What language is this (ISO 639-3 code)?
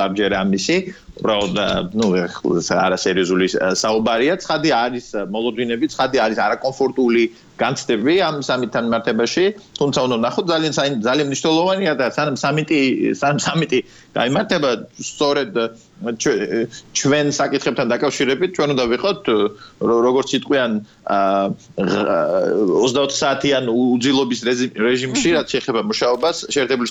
kat